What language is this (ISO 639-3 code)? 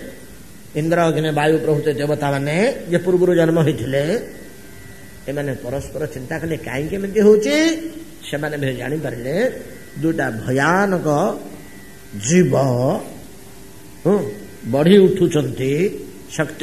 ori